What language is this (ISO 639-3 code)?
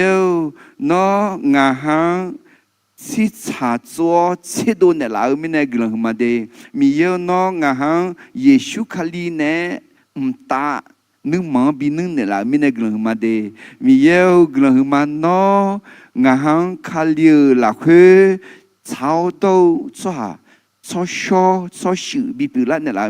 ahk